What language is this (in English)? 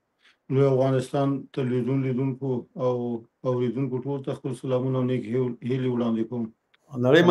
Pashto